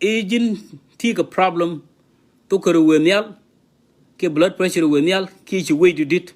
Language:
Nuer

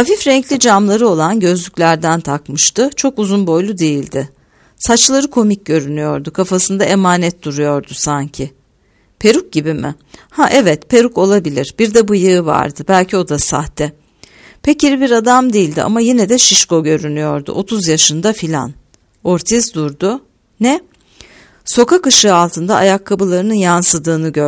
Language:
Turkish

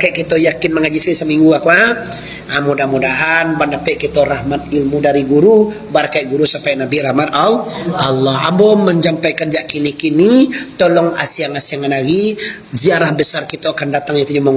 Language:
Minangkabau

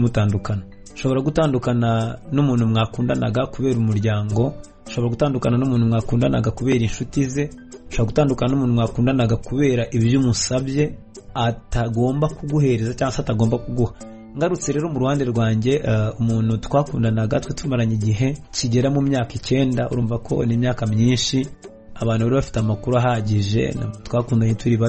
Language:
Kinyarwanda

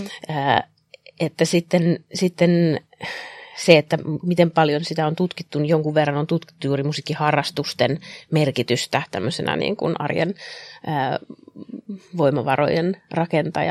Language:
Finnish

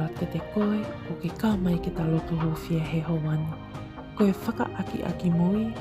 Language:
Tongan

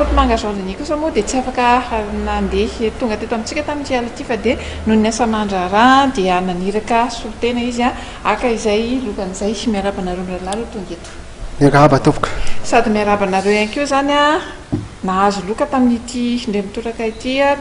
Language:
Malagasy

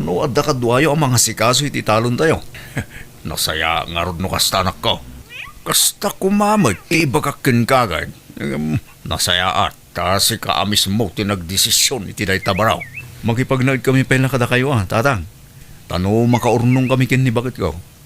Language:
Iloko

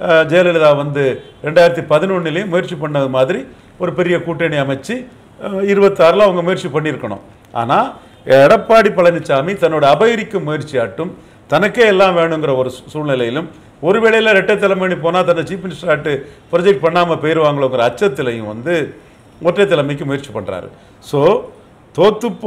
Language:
Tamil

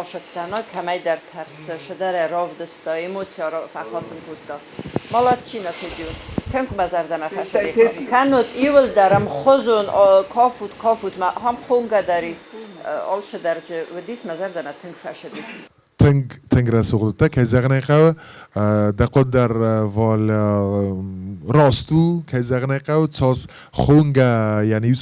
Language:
Ossetic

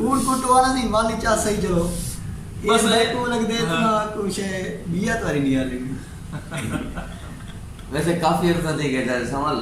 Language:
Saraiki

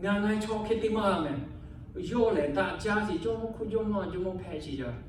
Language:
Lahu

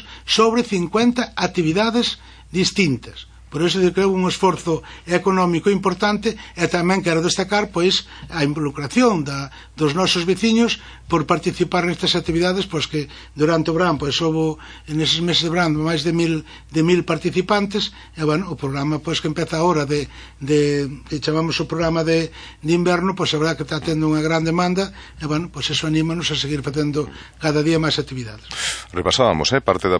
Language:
Galician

